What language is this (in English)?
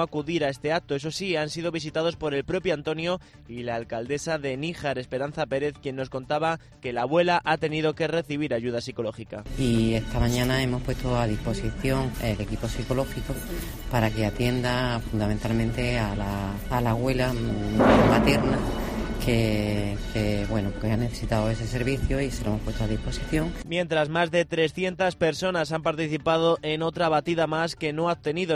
Spanish